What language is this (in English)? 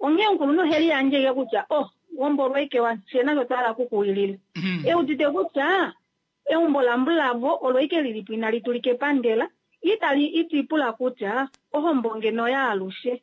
Kuanyama